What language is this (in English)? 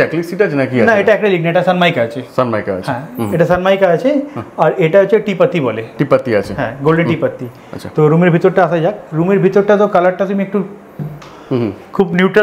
Bangla